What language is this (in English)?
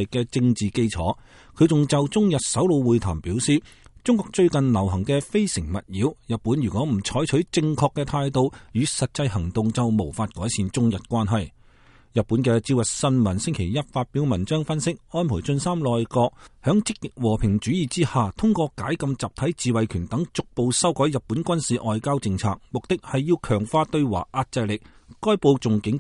Cantonese